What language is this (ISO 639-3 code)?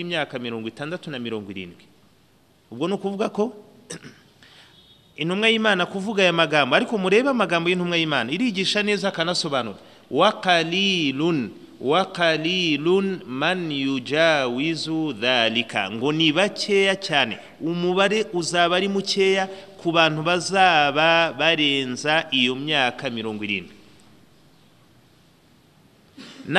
kin